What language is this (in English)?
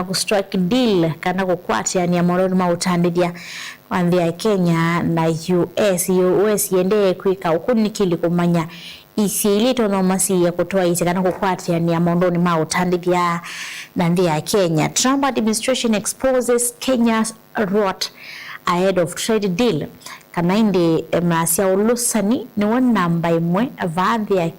Kamba